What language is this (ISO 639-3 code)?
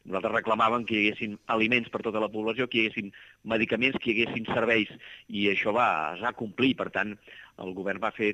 cat